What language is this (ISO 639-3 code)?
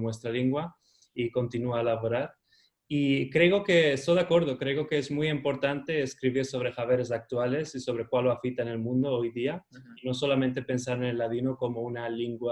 lad